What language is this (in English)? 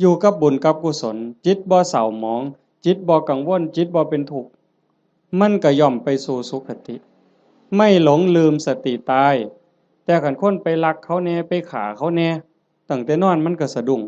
Northeastern Thai